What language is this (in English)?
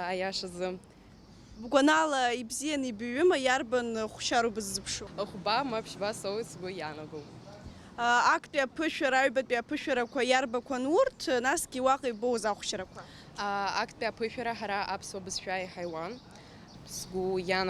Abkhazian